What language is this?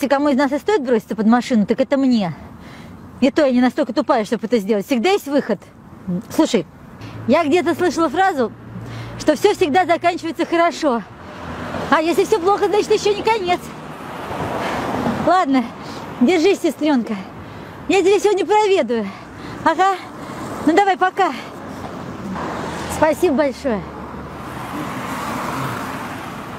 Russian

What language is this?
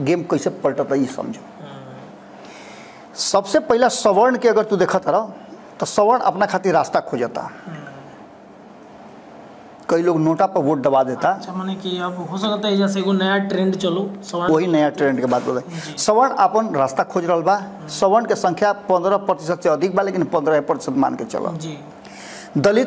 Bhojpuri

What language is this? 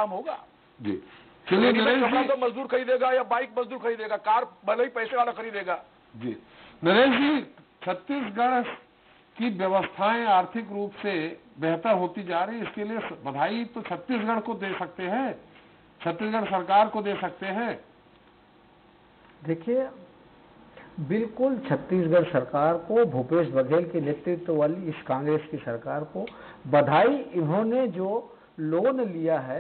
Hindi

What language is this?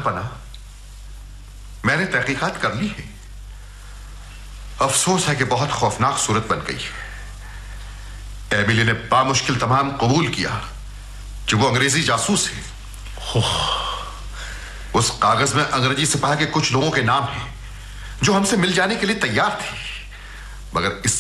Hindi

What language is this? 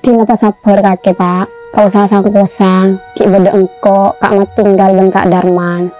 Madurese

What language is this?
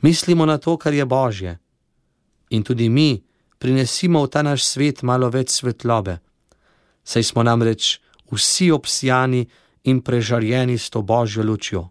Slovenian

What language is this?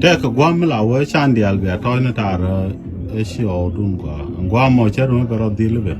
Nuer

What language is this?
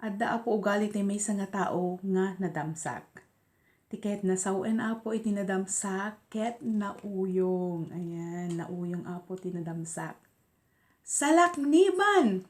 Iloko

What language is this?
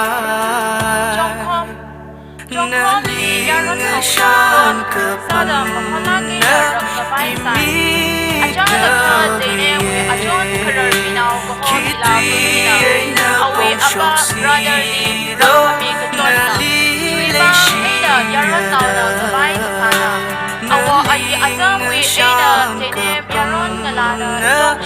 Tangkhul Naga (India)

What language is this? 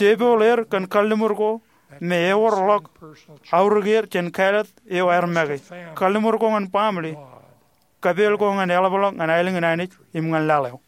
Marshallese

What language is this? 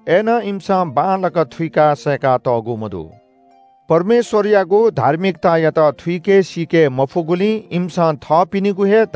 Newari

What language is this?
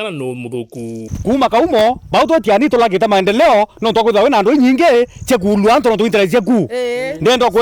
Meru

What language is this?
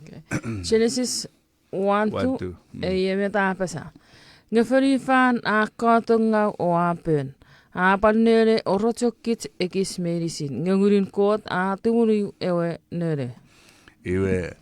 Chuukese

